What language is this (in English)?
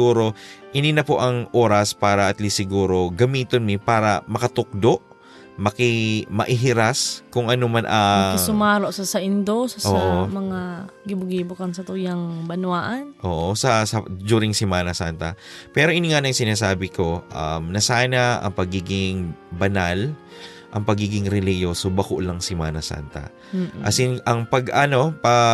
Bikol